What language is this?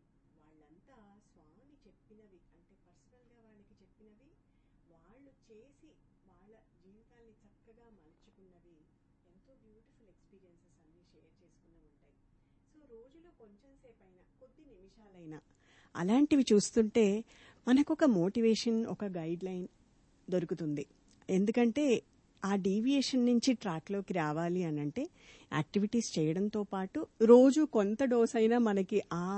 Telugu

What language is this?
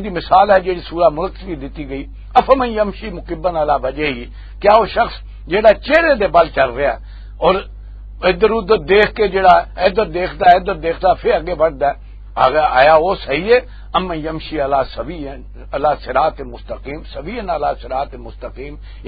Western Panjabi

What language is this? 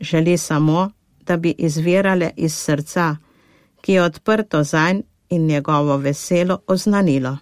Slovenian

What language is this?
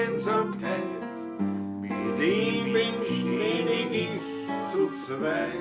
Bavarian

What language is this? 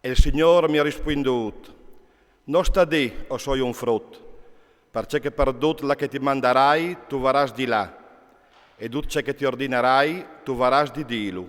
Friulian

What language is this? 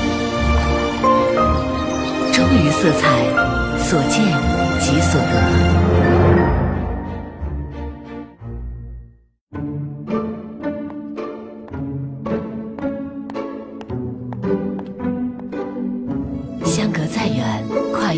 Chinese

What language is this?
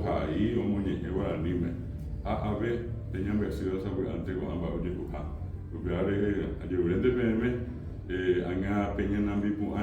Guarani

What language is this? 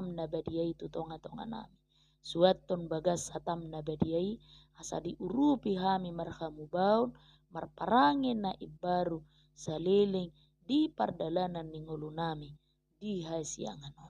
Batak Toba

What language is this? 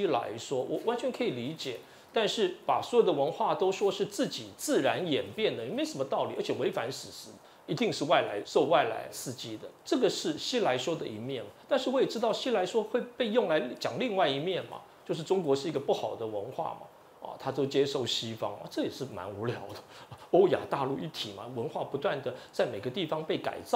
Chinese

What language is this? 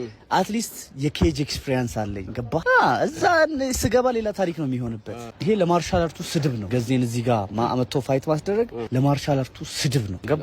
Amharic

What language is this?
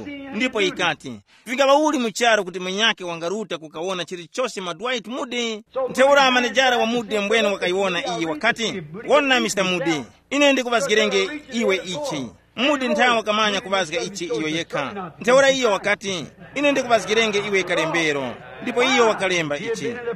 Tumbuka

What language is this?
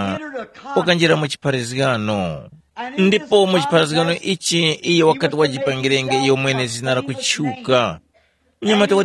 Tumbuka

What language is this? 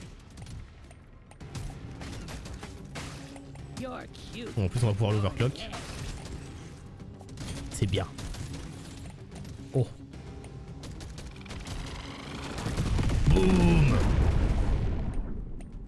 French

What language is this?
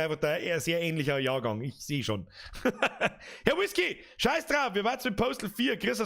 Bavarian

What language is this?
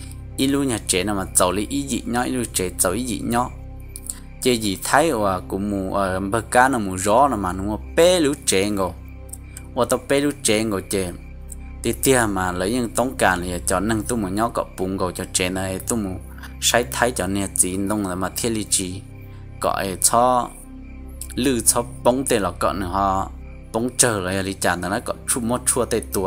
Hmong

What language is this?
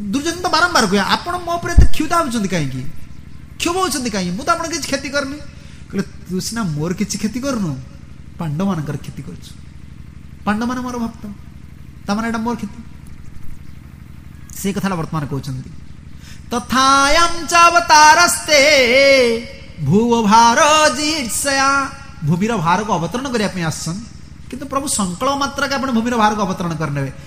Odia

